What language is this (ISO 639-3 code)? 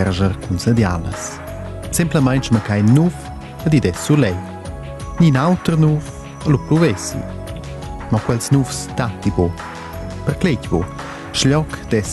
roh